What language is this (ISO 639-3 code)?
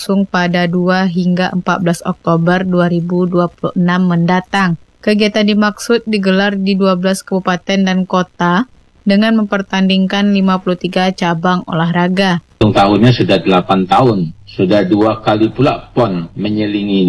ind